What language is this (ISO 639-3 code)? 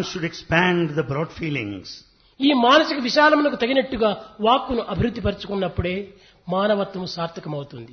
tel